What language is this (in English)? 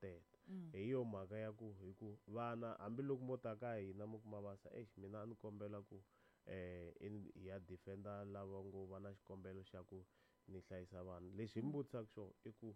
Tsonga